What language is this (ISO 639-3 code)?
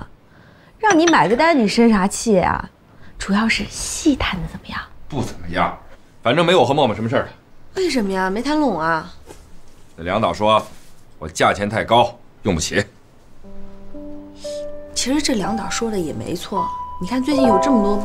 zho